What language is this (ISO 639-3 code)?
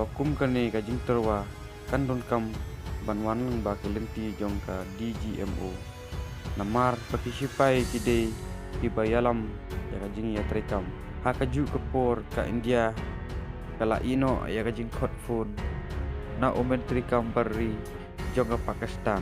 kha